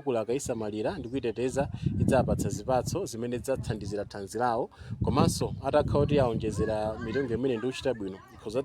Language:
Nyanja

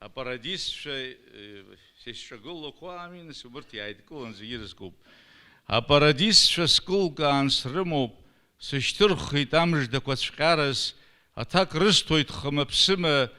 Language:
Abkhazian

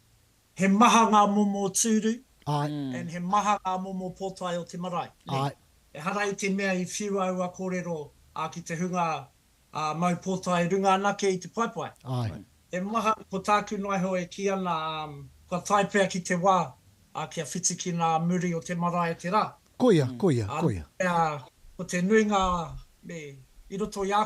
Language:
Māori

